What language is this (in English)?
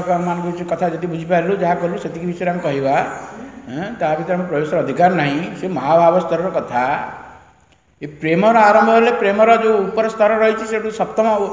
Odia